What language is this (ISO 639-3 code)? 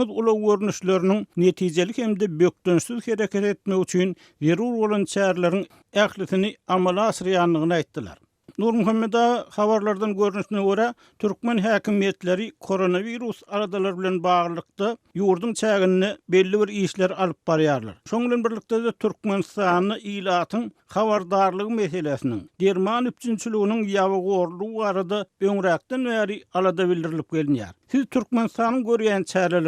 tuk